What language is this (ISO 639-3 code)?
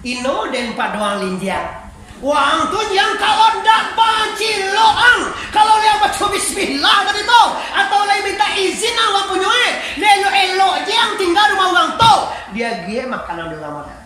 min